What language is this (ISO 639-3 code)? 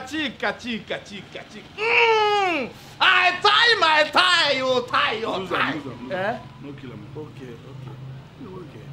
pcm